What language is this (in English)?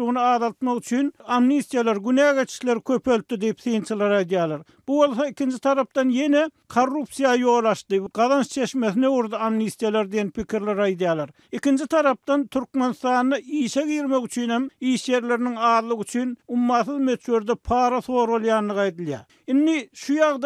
Turkmen